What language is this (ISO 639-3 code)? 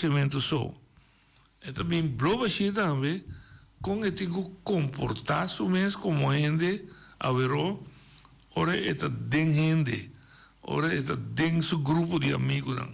pap